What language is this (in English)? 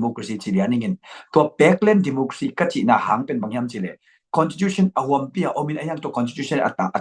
Tedim Chin